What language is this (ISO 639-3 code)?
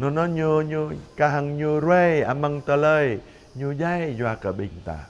jra